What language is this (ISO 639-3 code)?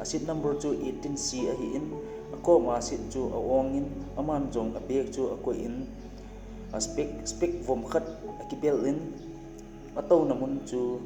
tcz